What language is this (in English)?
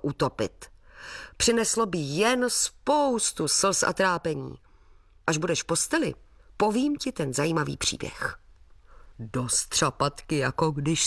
Czech